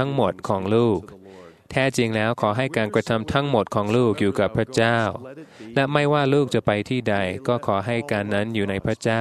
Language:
Thai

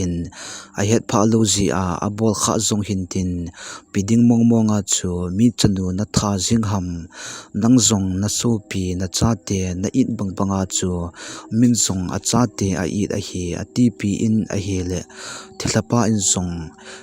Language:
Thado Chin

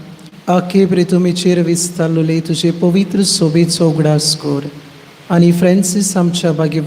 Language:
Konkani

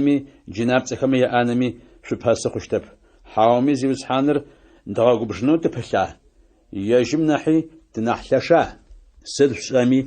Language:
Adyghe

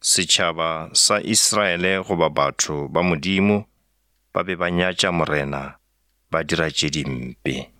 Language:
Northern Sotho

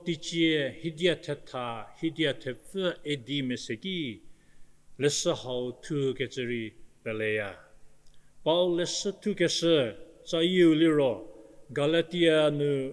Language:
Angami Naga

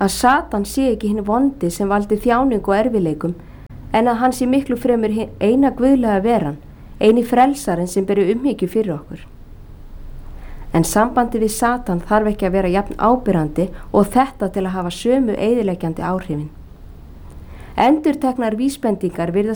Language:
Icelandic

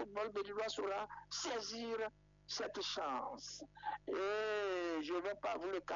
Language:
French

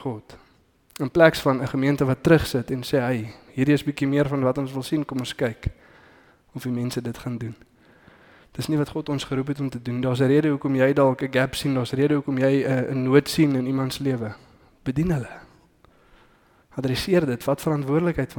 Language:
Afrikaans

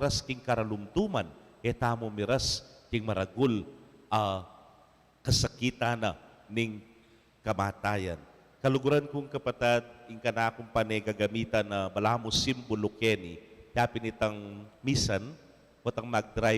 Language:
Pampanga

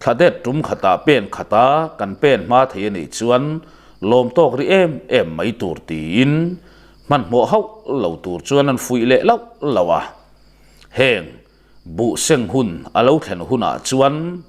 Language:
Mizo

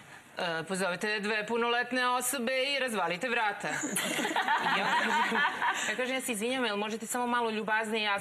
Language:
Serbian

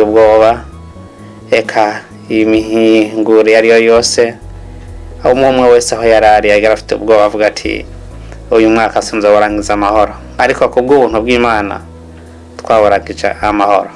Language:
Rundi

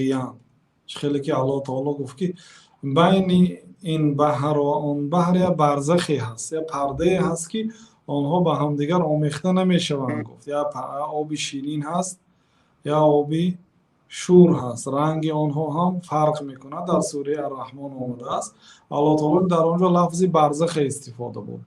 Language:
Tajik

